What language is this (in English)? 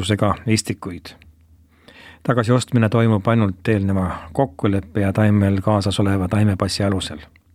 Estonian